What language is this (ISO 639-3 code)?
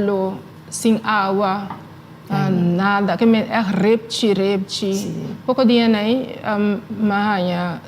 pap